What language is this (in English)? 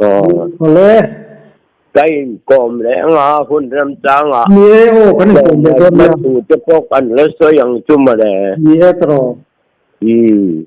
Mizo